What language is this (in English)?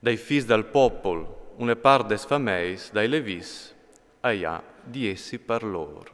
Friulian